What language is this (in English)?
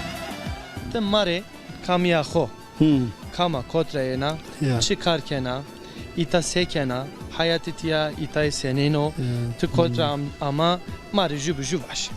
Zaza